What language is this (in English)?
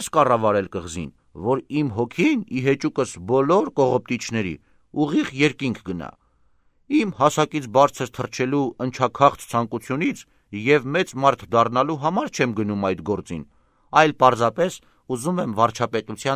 Armenian